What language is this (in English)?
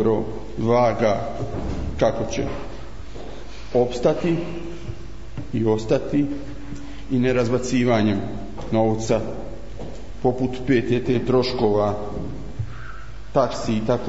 Bosnian